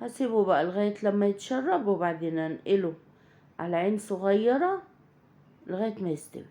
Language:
Egyptian Arabic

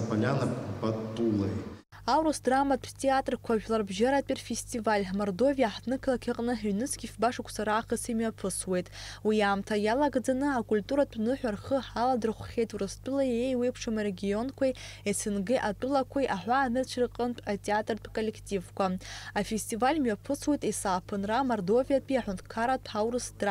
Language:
Abkhazian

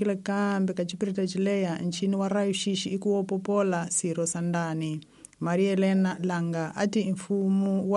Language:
Tsonga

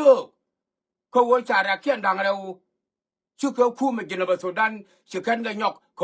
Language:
Nuer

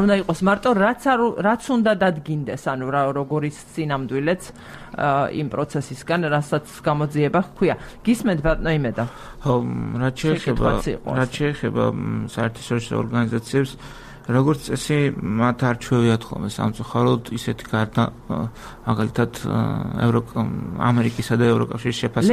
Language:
Georgian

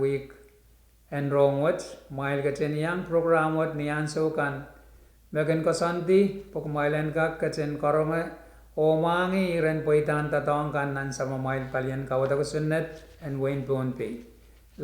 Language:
Pohnpeian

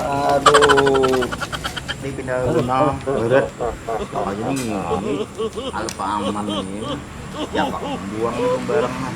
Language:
Banjar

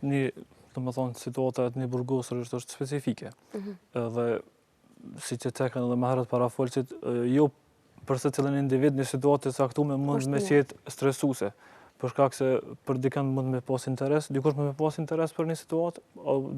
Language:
Albanian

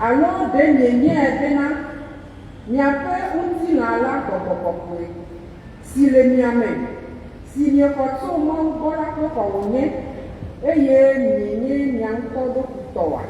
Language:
Ewe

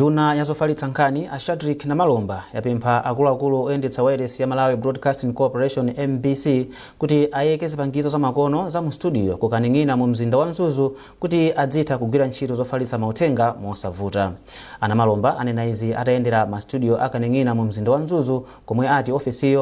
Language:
Nyanja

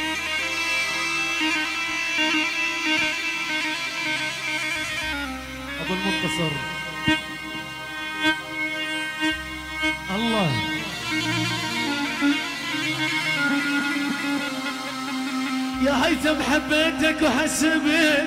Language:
Arabic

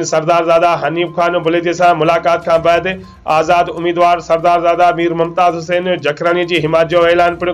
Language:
Sindhi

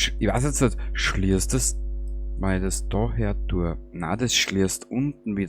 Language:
Bavarian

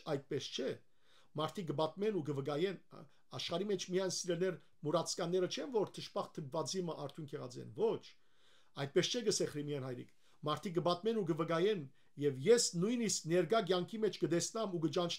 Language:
Western Armenian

